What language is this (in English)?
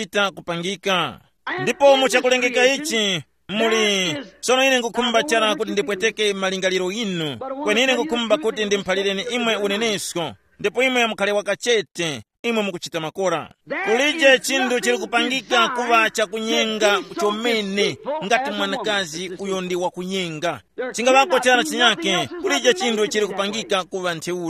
Tumbuka